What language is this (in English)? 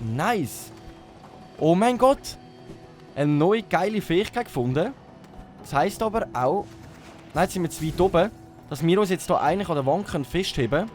Swiss German